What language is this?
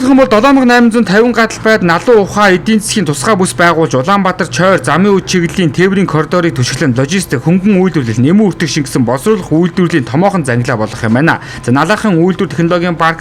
Mongolian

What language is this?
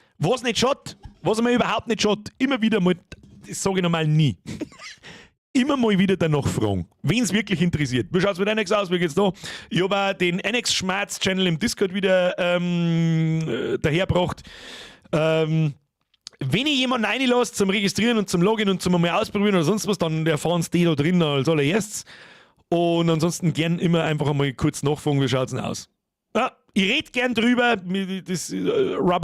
Bavarian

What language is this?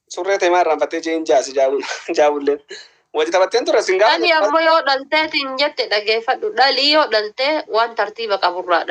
Oromo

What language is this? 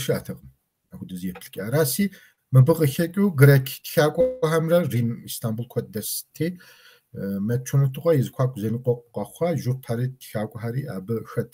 Kabardian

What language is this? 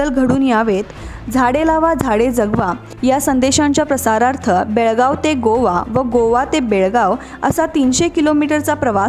Marathi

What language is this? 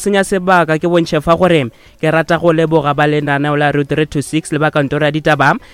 Northern Sotho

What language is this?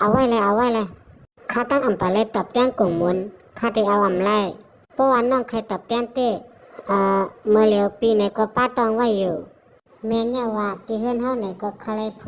Shan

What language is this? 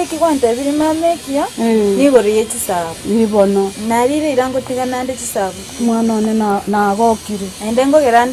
Gusii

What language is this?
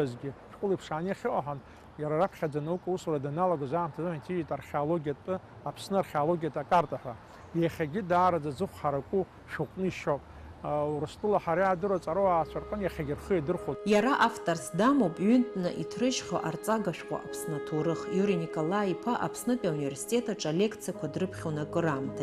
Abkhazian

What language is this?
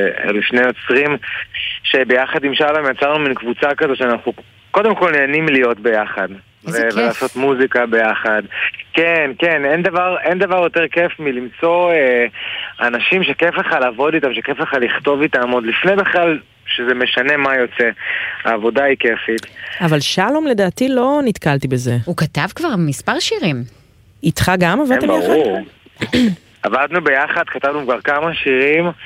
Hebrew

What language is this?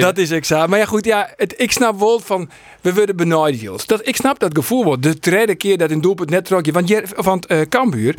Western Frisian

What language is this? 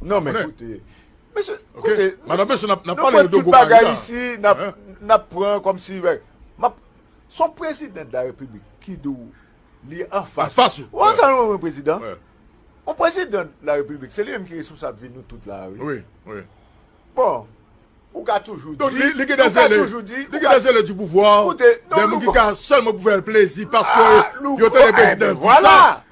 Haitian Creole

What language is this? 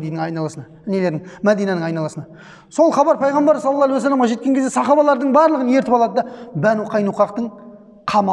Kazakh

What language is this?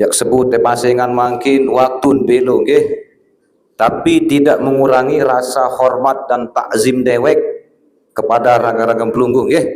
Sasak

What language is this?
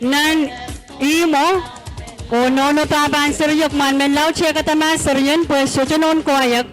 Pohnpeian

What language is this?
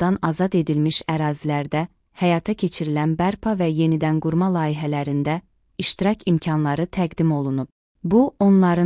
Azerbaijani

